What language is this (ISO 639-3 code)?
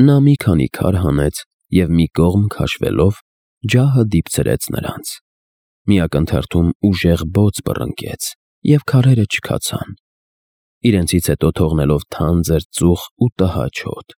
hye